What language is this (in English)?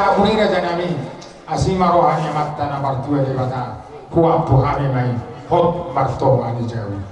Batak Toba